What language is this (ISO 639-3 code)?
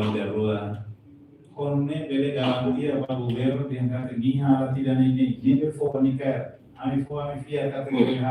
tet